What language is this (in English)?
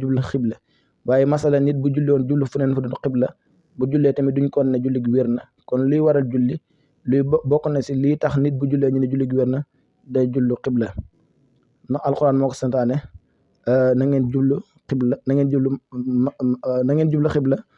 Wolof